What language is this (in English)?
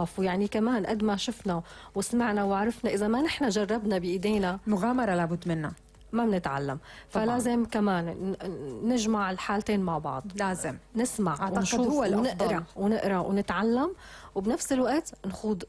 North Levantine Arabic